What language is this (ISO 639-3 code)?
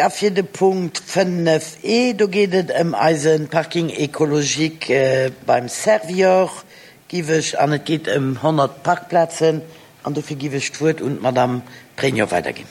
ltz